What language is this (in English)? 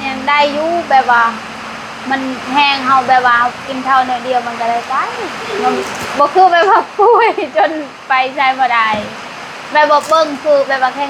Northeastern Thai